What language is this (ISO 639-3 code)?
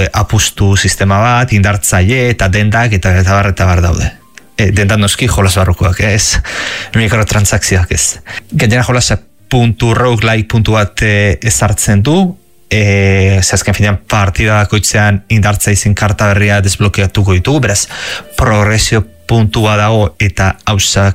eus